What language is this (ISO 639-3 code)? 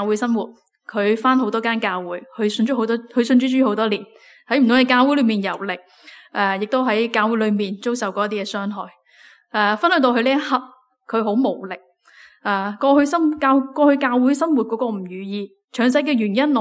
yue